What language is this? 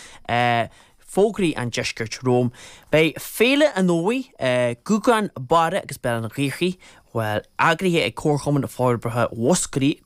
Irish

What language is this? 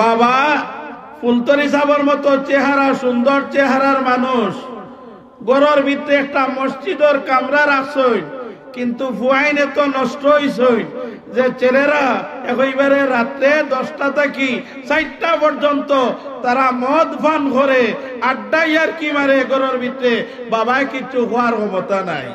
Sylheti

